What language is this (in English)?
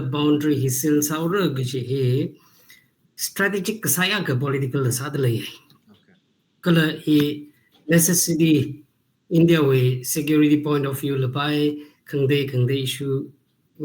Tangkhul Naga (India)